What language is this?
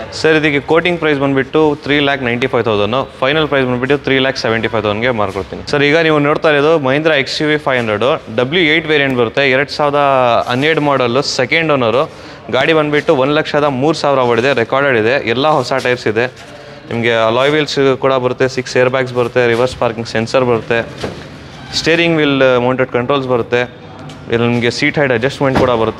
Kannada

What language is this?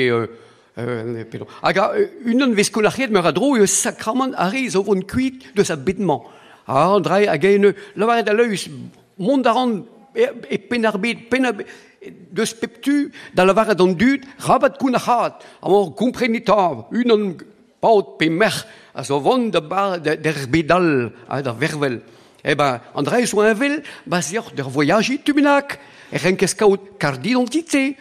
Breton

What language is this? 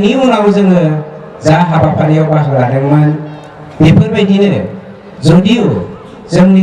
Bodo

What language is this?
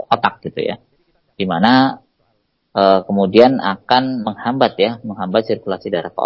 Indonesian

